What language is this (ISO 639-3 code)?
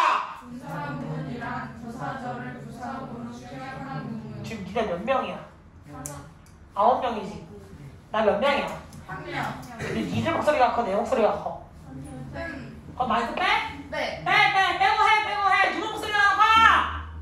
kor